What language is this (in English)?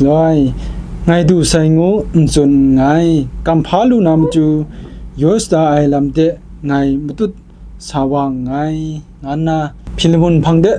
Kachin